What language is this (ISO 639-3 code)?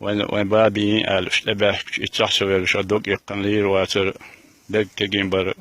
che